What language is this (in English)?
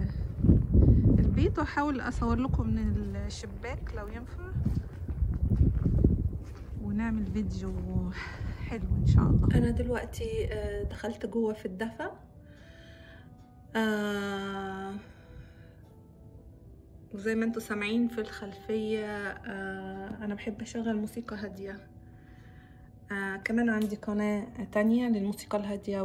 Egyptian Arabic